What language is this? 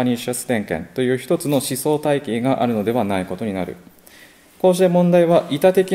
Japanese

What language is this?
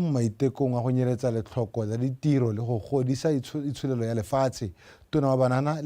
Tswana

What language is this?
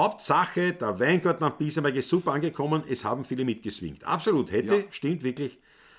Bavarian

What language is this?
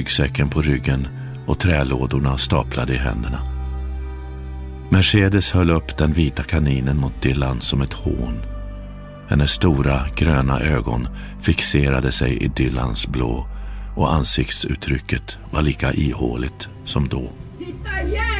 Swedish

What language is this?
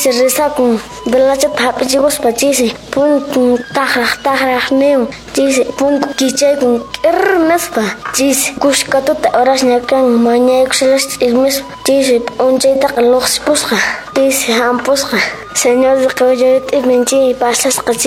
Quechua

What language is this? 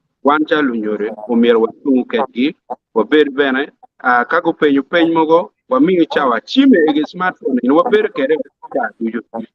Acoli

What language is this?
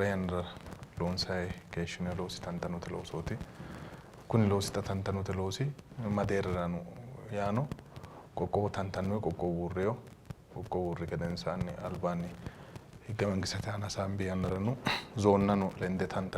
Sidamo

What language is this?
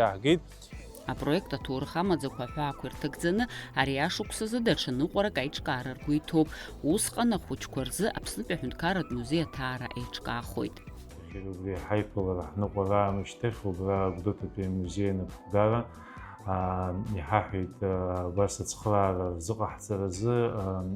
Abkhazian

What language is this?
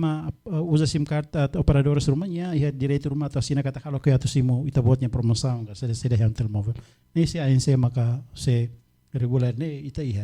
Tetum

